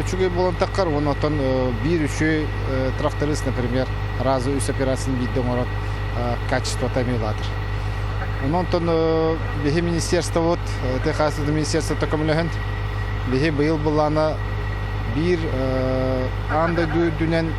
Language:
Yakut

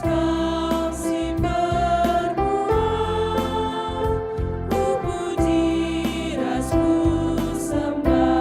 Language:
Batak Karo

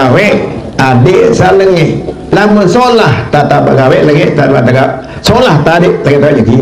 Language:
Sasak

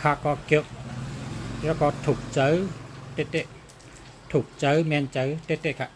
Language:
Shan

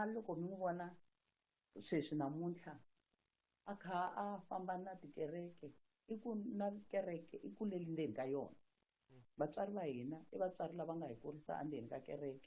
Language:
Tsonga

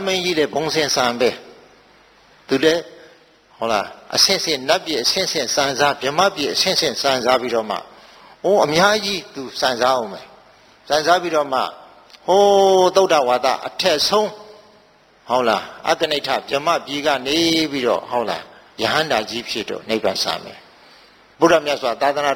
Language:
Burmese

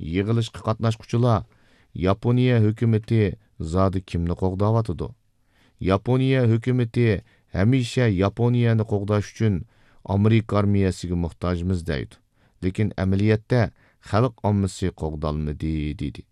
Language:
Uyghur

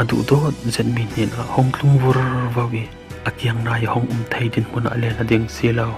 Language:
Falam Chin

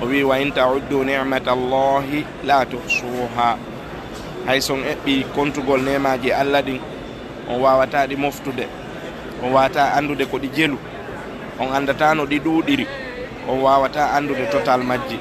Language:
Fula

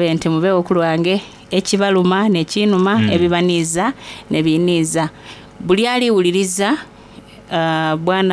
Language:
Soga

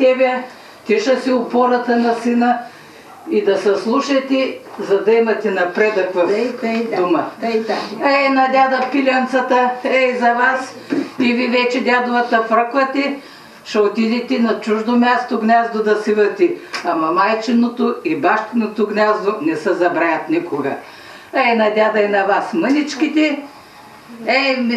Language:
Bulgarian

